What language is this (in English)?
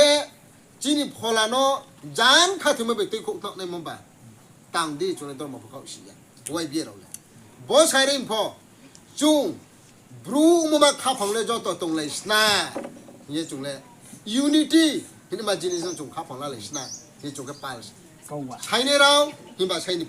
Riang (India)